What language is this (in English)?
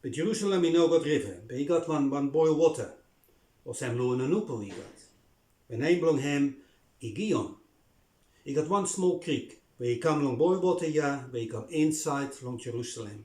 Bislama